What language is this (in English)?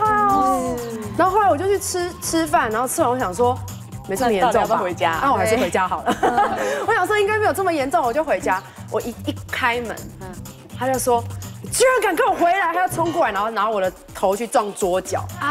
Chinese